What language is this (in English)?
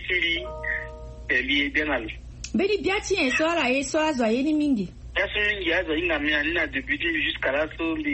Sango